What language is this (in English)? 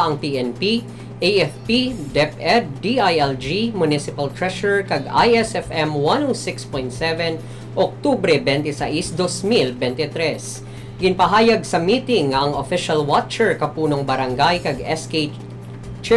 Hiligaynon